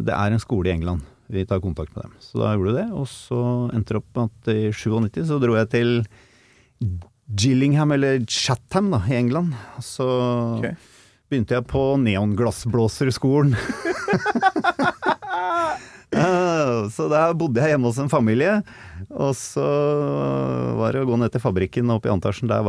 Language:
Norwegian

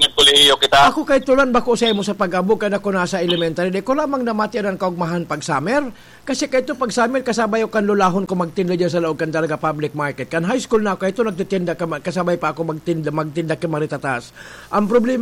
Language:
Bikol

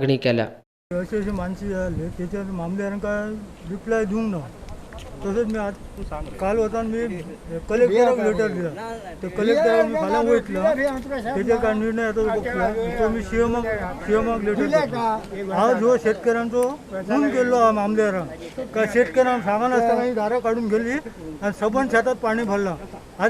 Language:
Konkani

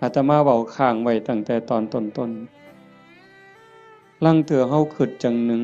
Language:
Northeastern Thai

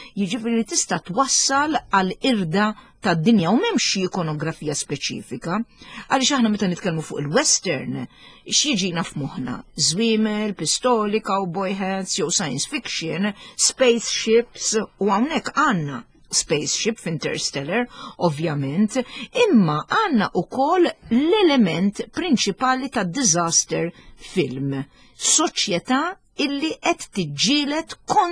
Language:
Maltese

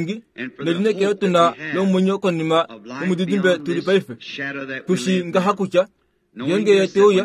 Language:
Kuanyama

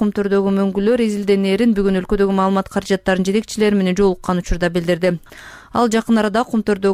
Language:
Kyrgyz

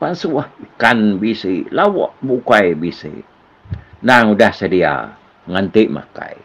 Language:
Iban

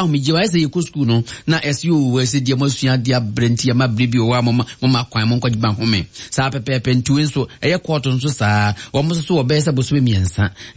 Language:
Akan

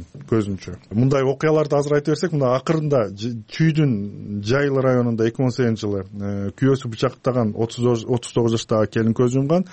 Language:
Kyrgyz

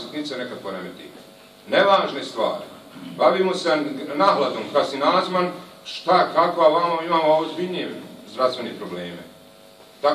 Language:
Bosnian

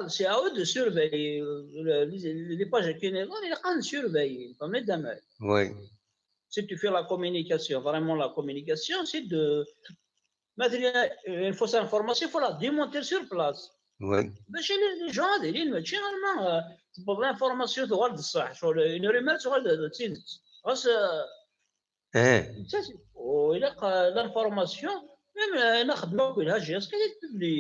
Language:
Kabyle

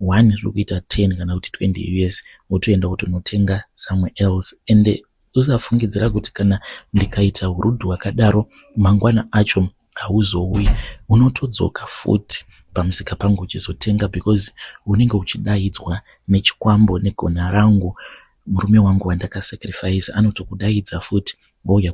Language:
Shona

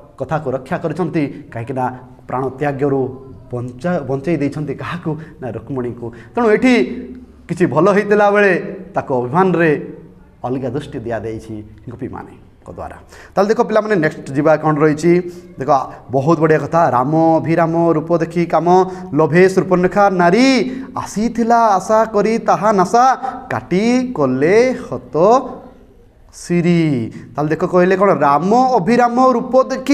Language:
Odia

